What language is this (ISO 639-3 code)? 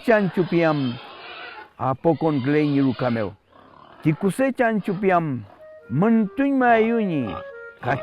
arn